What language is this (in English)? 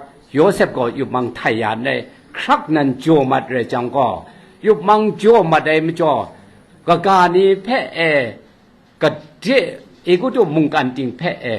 Kachin